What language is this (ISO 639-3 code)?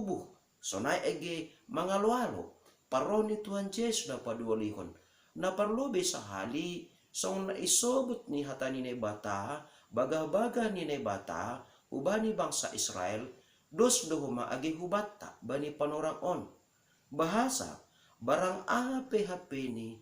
bts